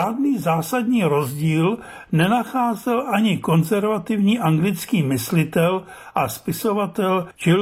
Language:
Czech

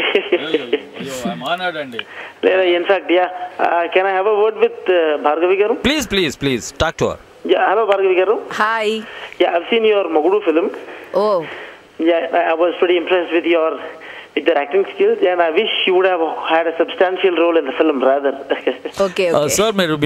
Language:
Telugu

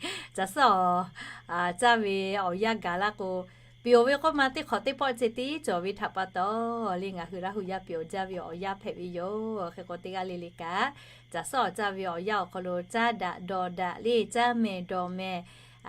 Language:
Lahu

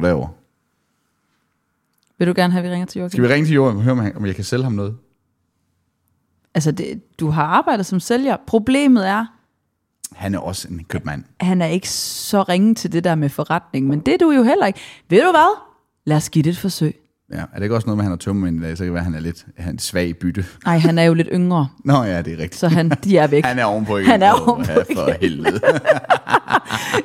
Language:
Danish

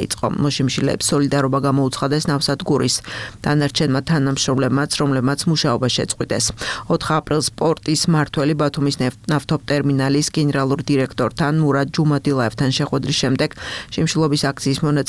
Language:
Georgian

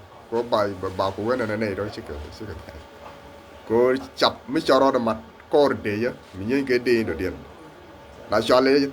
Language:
Nuer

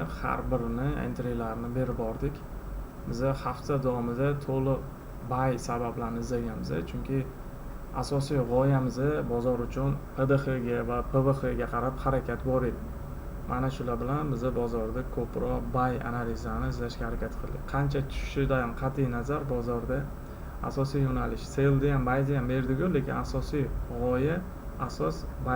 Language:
Uzbek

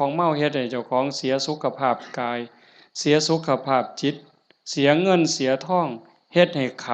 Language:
Northeastern Thai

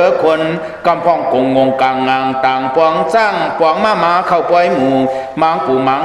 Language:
Shan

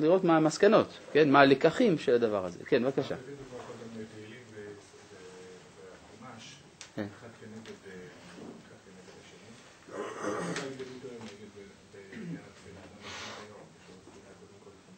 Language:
Hebrew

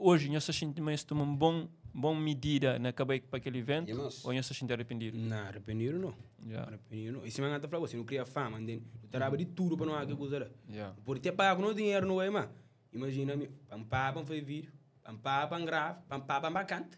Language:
Kabuverdianu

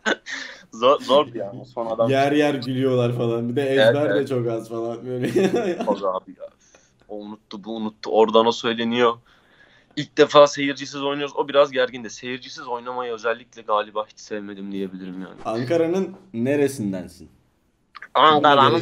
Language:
Turkish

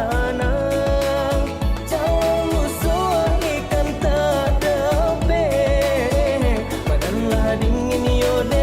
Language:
Minangkabau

